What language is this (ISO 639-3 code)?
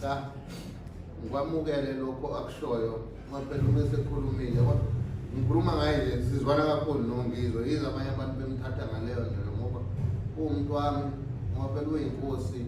zul